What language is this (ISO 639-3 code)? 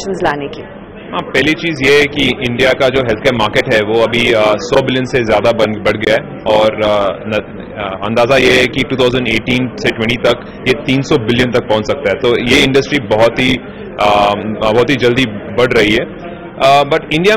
hin